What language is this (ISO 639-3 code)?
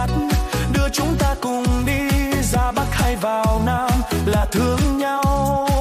vie